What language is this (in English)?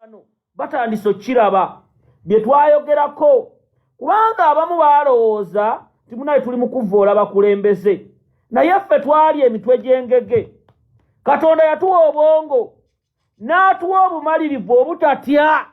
Ganda